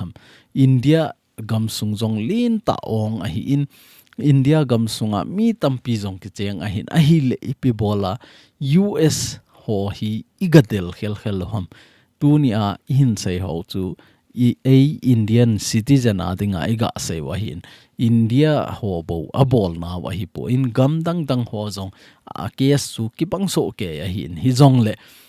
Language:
Thado Chin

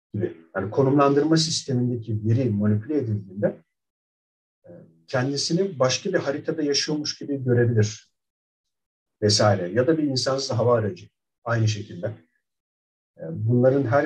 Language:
Turkish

